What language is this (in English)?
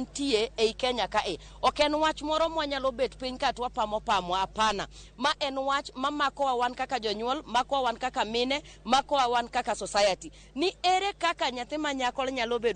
Luo (Kenya and Tanzania)